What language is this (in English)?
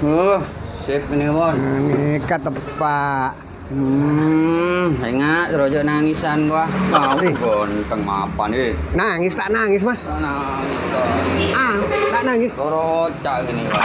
Madurese